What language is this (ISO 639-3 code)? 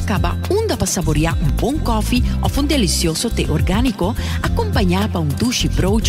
pap